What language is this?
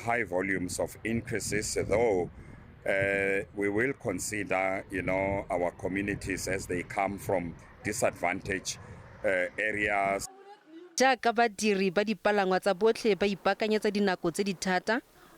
Tswana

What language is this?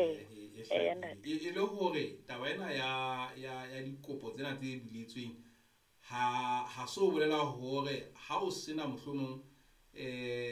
Southern Sotho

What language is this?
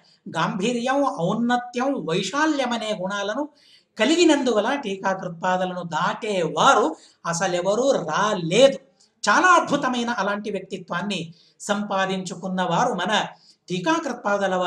Telugu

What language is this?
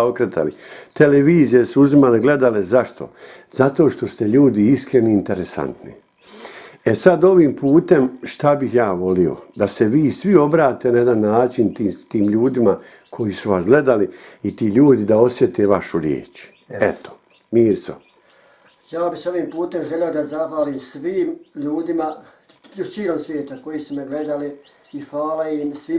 Bosnian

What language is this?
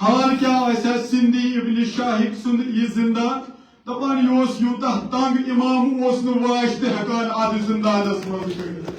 Kashmiri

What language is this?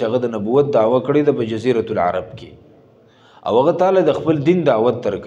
Pashto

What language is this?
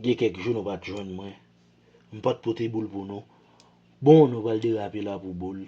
Haitian Creole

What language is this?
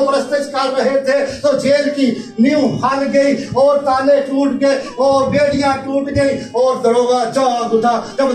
Urdu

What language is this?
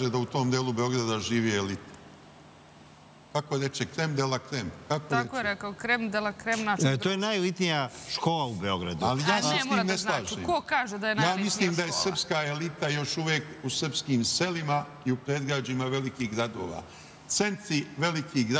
Serbian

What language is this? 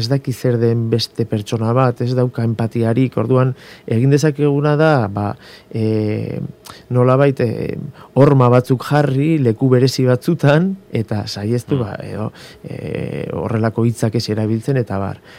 Basque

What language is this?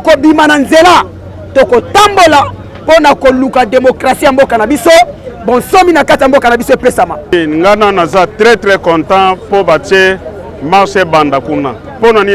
Lingala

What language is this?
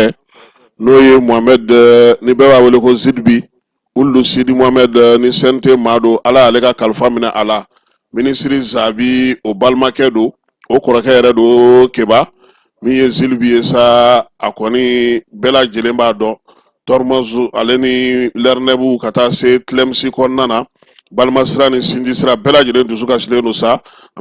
Bambara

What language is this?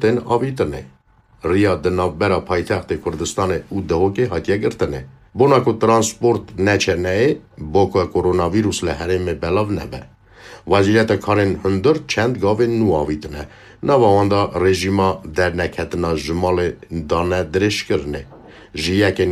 Kurdish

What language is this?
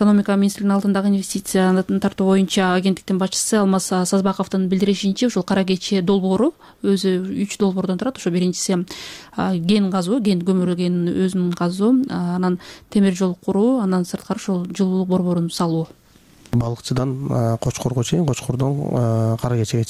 Kyrgyz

